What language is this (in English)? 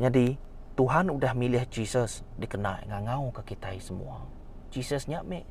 Iban